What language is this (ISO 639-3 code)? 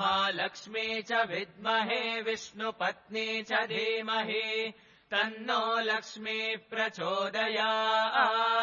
san